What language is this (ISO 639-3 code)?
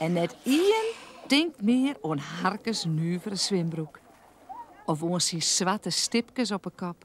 fry